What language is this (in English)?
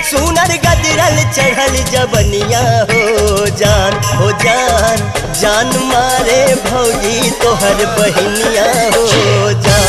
Bhojpuri